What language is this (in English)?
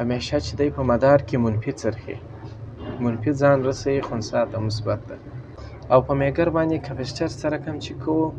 Pashto